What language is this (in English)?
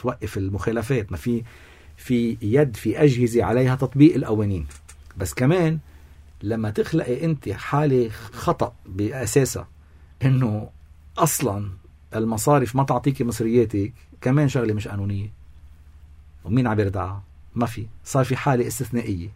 North Levantine Arabic